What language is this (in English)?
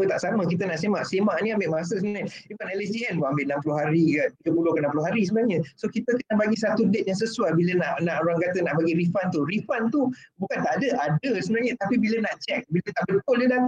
Malay